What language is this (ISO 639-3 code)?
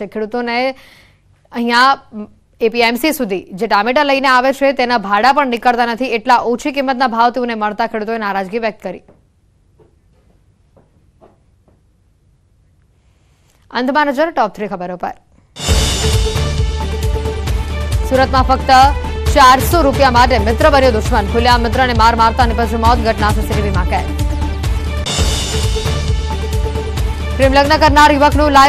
guj